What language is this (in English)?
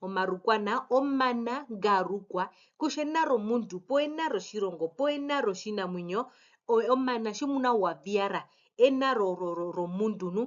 Herero